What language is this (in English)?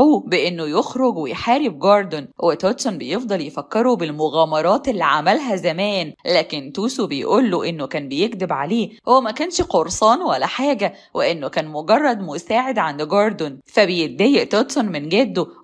Egyptian Arabic